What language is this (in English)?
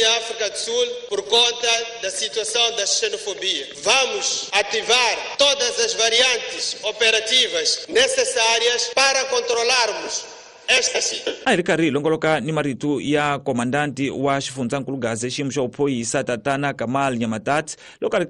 Tsonga